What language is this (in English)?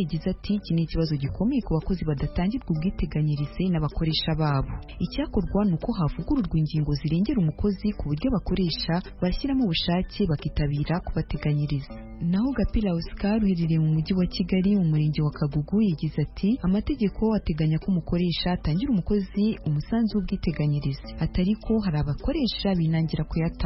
Kinyarwanda